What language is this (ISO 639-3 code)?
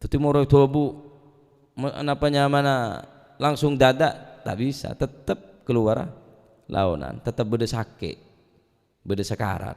mad